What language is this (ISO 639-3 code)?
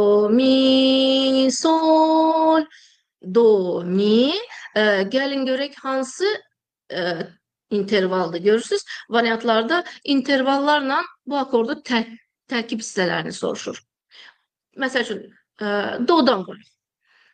aze